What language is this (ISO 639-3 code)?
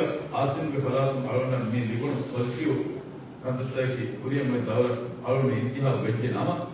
div